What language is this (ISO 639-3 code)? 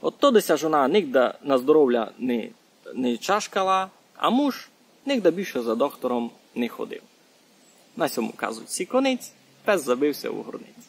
rue